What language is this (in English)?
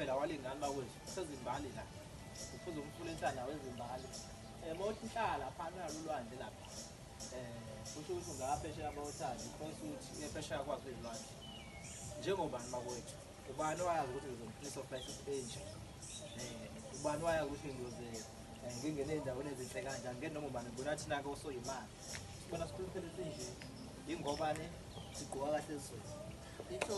Zulu